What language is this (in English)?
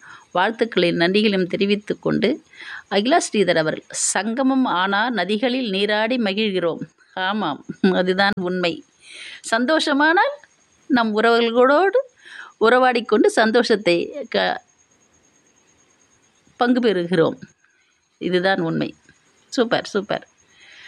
Tamil